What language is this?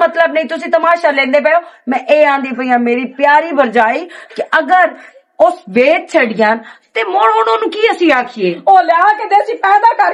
Western Panjabi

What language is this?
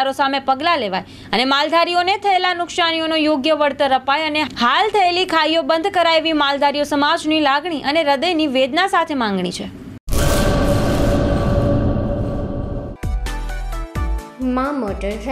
Gujarati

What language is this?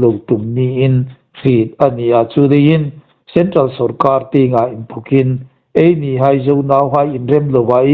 Hmar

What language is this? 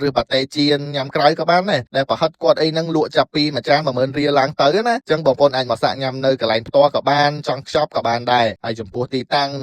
Khmer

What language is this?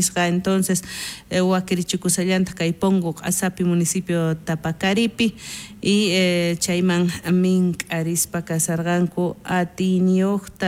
South Bolivian Quechua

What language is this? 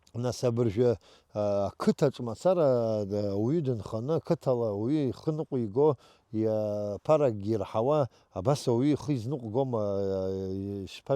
Abkhazian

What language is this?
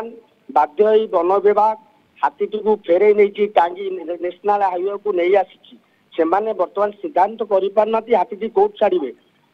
Odia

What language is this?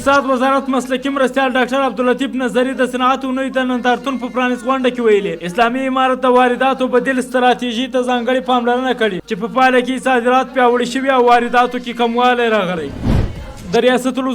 Pashto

